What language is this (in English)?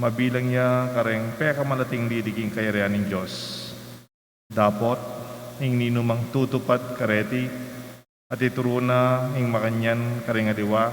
Pampanga